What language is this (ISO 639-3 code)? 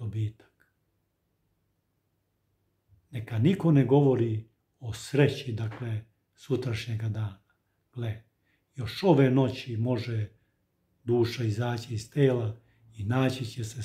srp